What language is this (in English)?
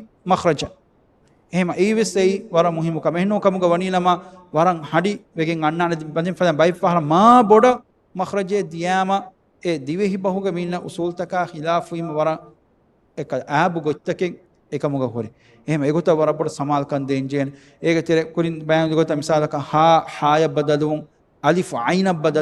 Divehi